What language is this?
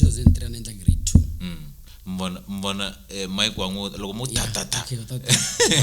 Tsonga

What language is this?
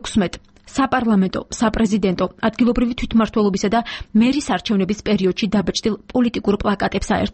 Georgian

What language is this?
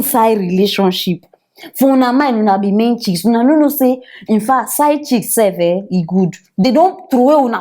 Nigerian Pidgin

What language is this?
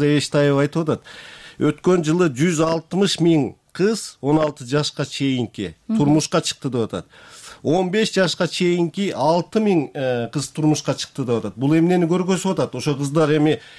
Kyrgyz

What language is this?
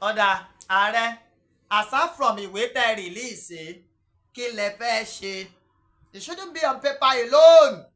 Yoruba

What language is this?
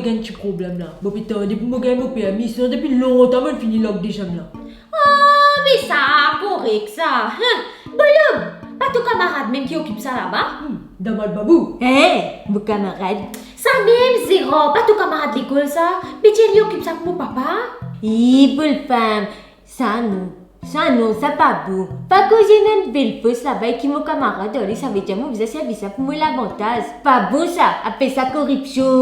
Morisyen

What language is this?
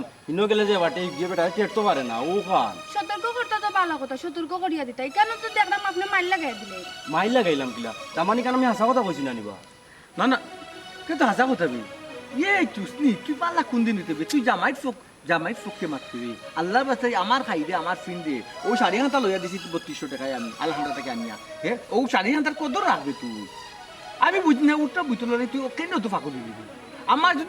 Sylheti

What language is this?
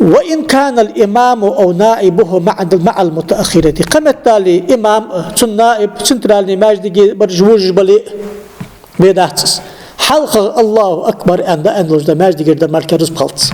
Ingush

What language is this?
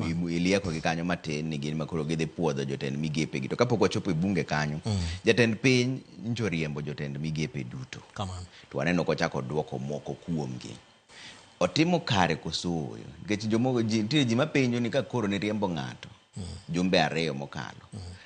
Luo (Kenya and Tanzania)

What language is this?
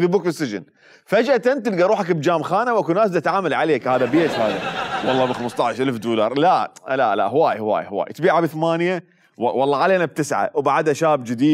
Mesopotamian Arabic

